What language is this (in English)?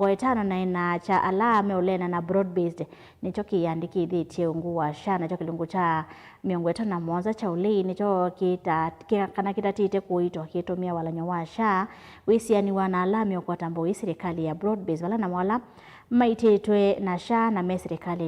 Kamba